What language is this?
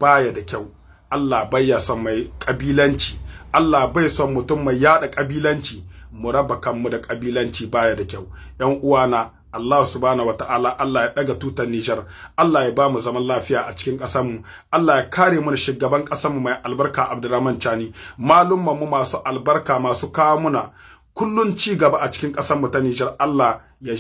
Hausa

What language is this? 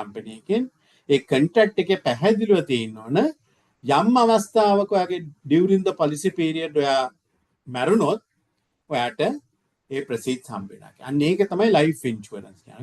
Sinhala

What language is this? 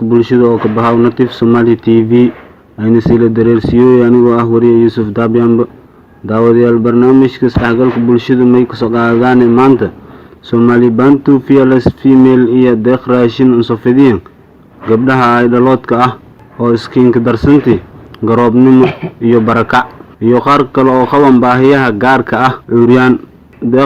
Somali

